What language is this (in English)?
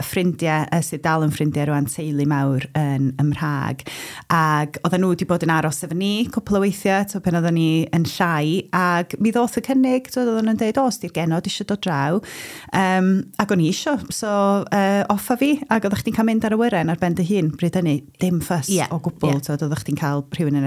Welsh